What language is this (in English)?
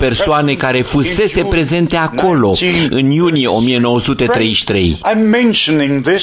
Romanian